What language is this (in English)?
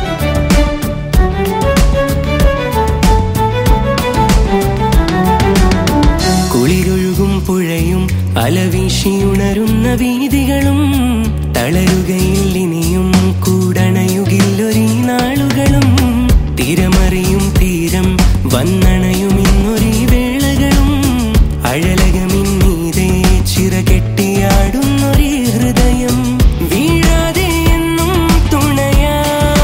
Malayalam